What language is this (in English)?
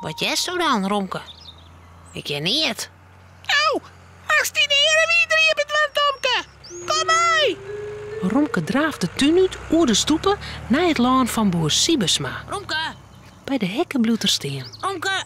Western Frisian